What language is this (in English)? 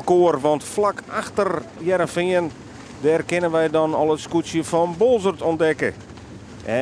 Western Frisian